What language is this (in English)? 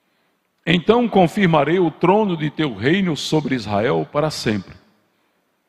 Portuguese